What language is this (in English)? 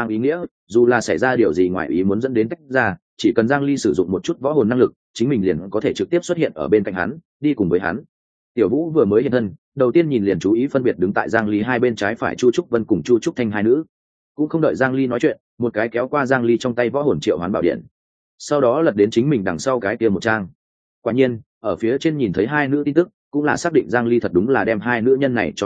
Vietnamese